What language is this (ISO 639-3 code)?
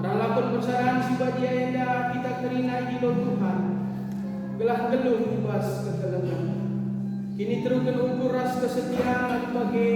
btx